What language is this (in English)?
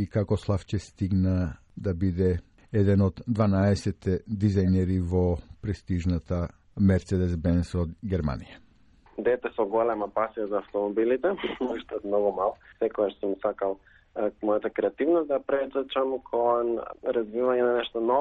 Macedonian